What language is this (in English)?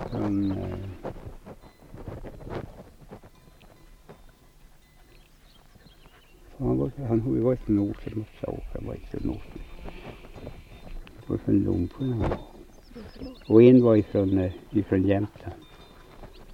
Swedish